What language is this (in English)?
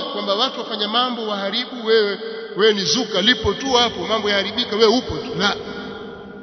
Swahili